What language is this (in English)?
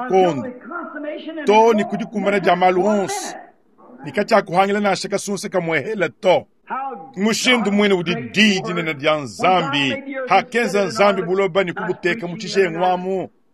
Luba-Lulua